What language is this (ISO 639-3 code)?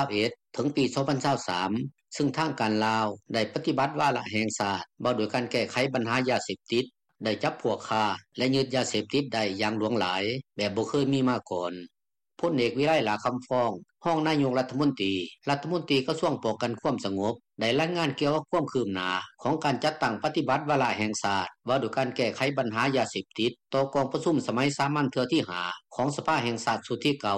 lao